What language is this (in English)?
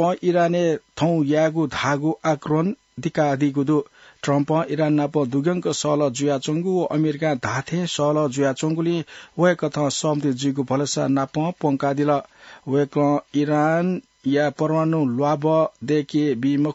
Newari